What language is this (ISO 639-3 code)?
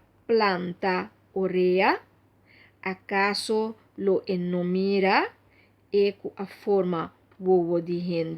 pap